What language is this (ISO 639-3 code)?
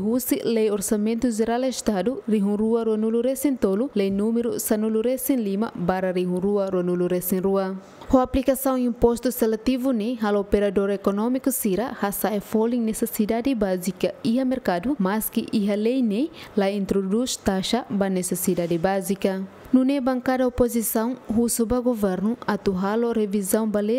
tet